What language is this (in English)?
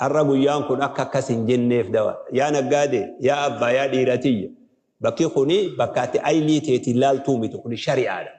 Oromo